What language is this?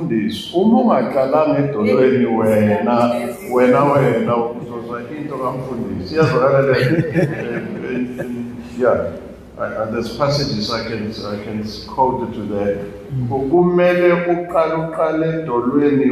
Zulu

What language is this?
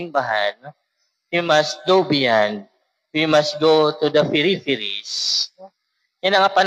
Waray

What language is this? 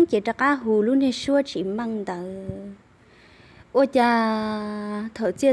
Hmong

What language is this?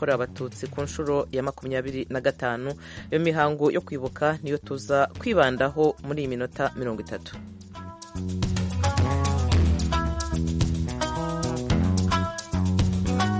Kinyarwanda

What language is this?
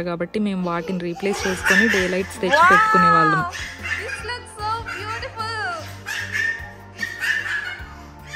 Telugu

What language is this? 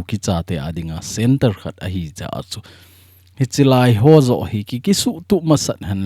Thado Chin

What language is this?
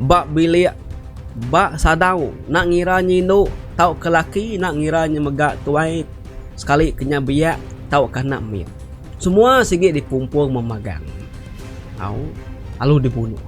Iban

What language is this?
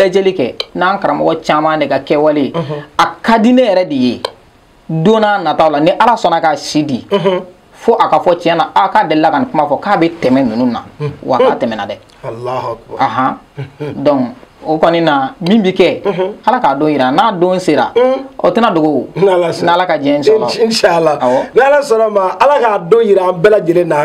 Bambara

